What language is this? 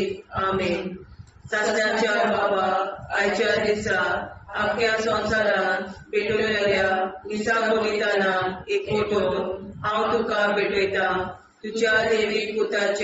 Konkani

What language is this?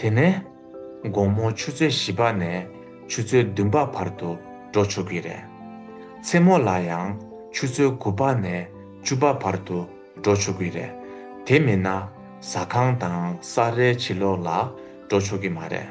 Tibetan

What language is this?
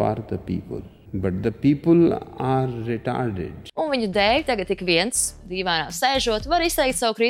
Latvian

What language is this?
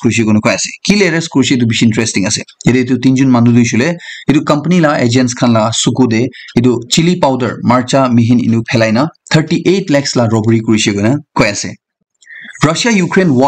Naga Pidgin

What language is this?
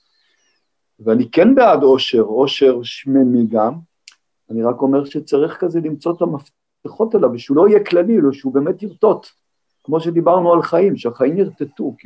Hebrew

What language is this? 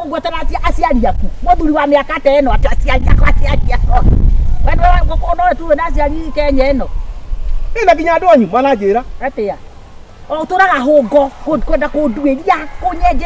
Kikuyu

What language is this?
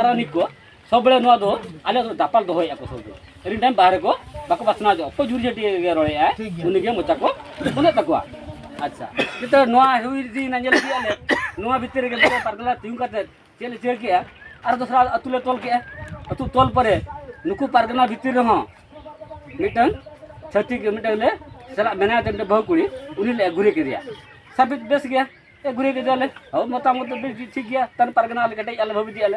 Santali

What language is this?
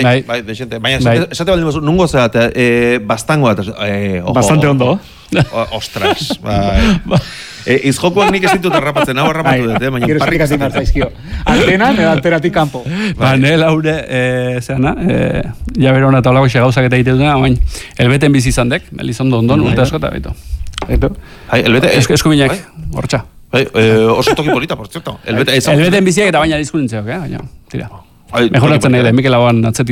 Basque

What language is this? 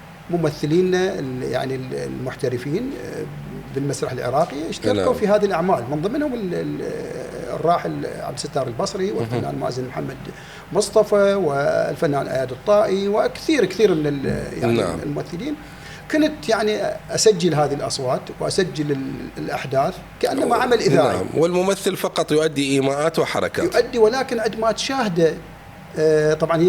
Mesopotamian Arabic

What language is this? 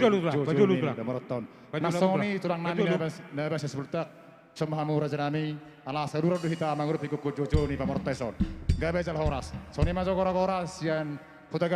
Batak Toba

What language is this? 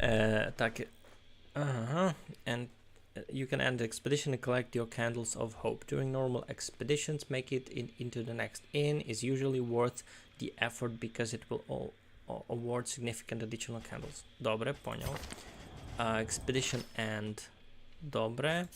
Rusyn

